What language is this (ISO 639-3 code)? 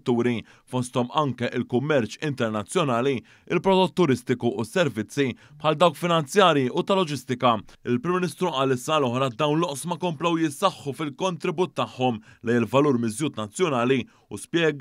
mlt